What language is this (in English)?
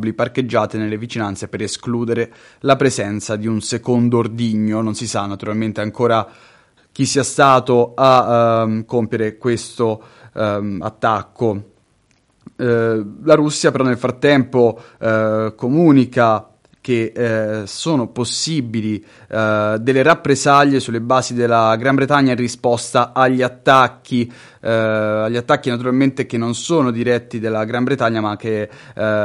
Italian